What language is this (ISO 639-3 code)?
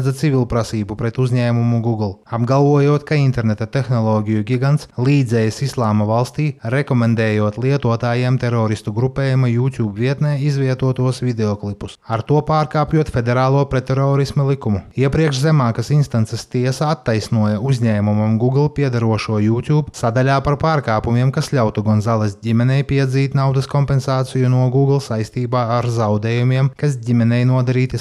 lav